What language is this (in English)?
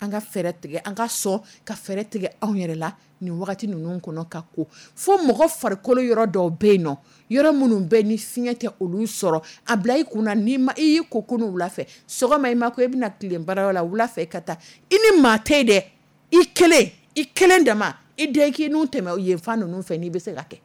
Dyula